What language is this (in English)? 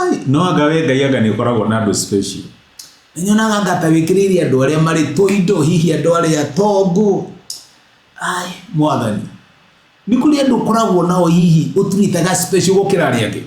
Kikuyu